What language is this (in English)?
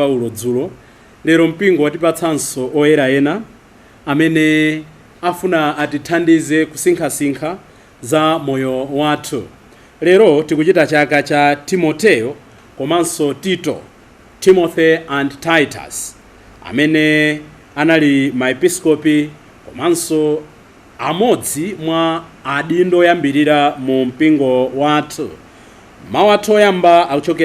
Nyanja